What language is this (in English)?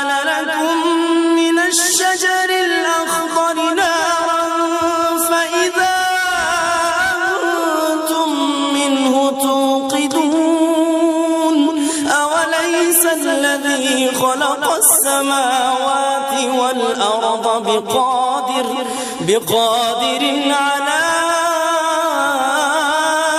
Arabic